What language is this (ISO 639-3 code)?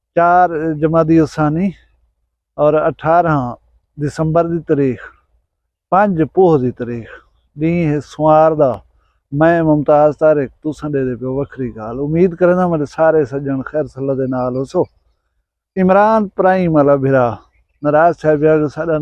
skr